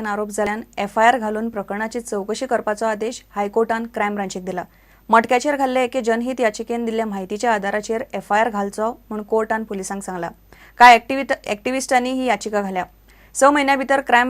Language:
Konkani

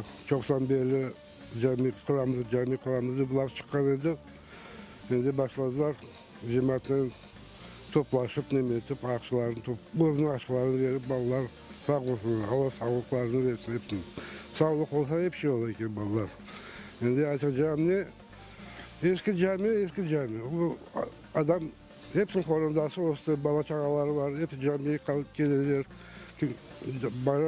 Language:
Crimean Tatar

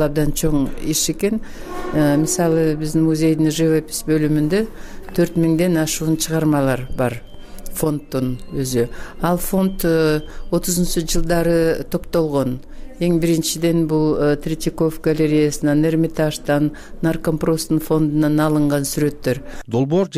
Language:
Kyrgyz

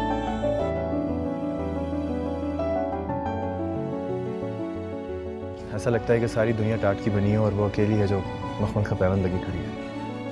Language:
Hindi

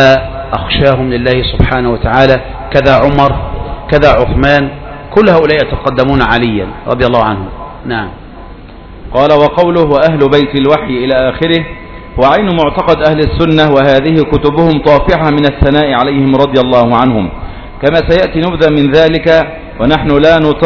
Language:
Arabic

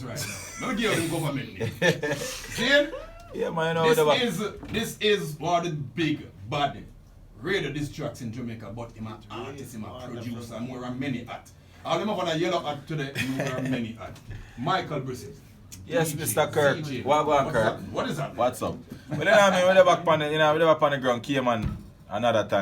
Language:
Jamaican Creole English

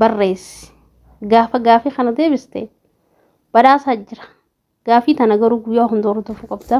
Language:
Oromo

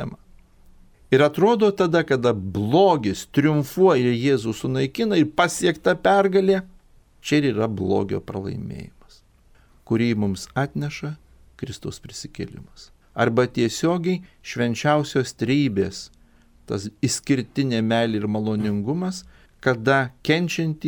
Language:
Lithuanian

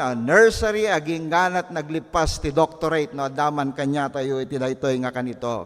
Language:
Iloko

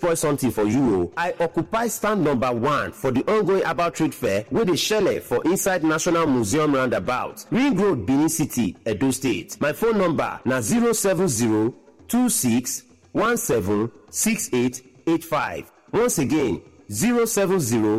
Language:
Nigerian Pidgin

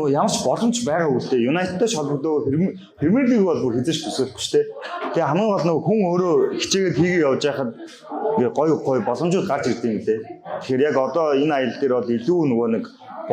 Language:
Mongolian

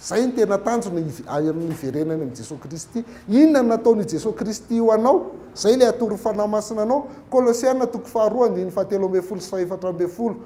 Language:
Malagasy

